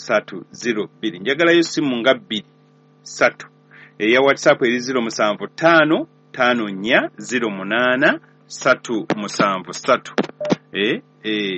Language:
Ganda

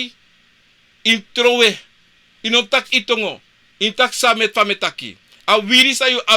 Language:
Sranan Tongo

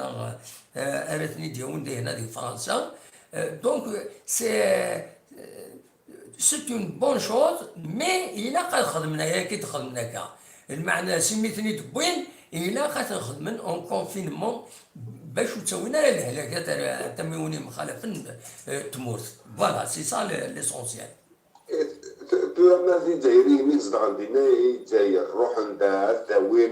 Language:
Kabyle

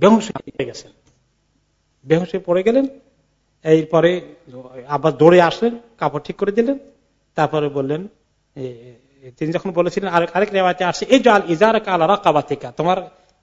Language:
Bangla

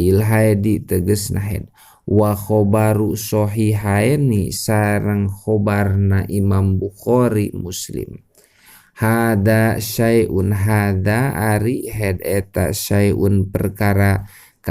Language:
Sundanese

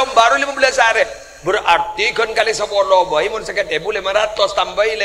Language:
Madurese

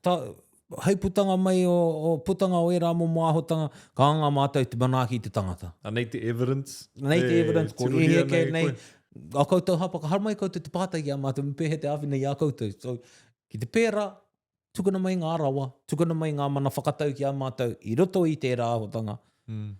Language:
Māori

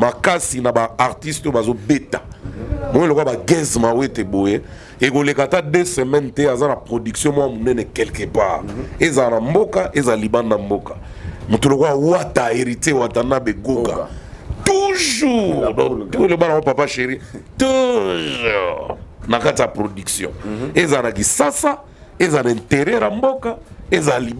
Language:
Lingala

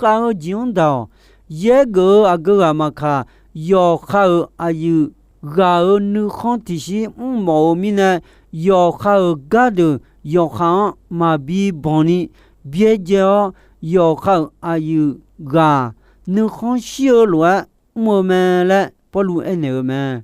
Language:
Akha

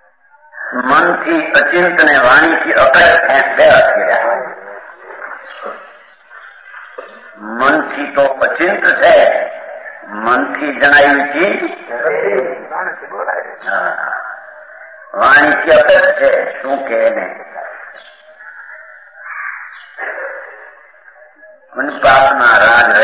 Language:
Gujarati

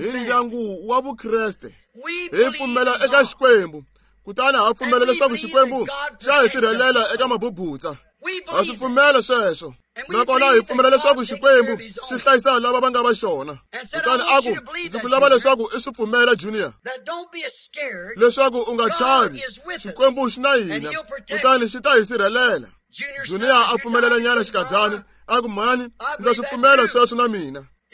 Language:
Tsonga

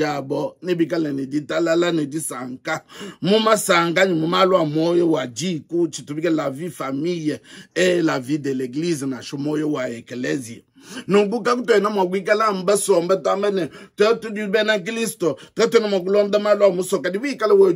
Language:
Luba-Lulua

